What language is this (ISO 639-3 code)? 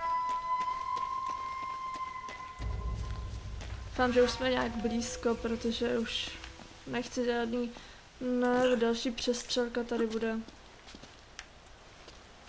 ces